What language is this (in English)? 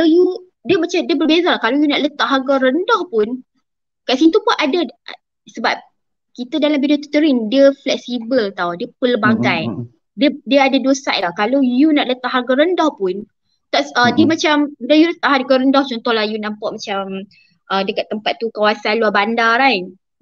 Malay